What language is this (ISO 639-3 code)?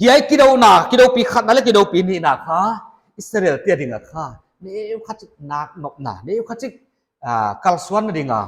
pck